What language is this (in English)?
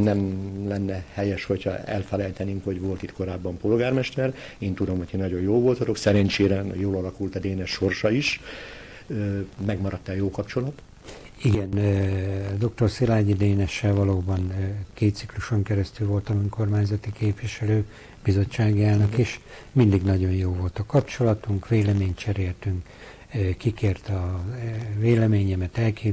Hungarian